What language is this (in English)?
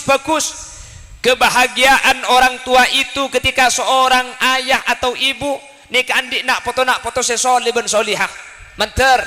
Madurese